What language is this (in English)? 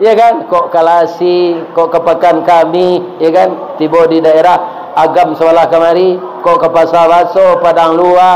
Minangkabau